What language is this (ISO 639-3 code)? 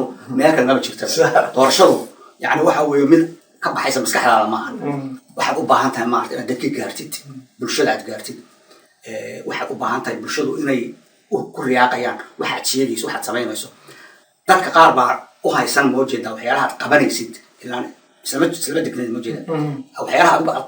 som